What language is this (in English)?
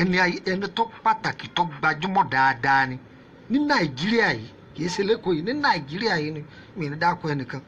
Yoruba